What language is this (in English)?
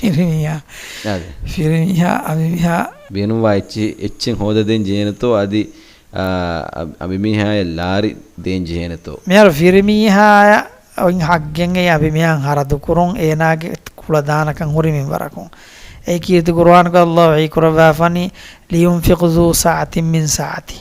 Divehi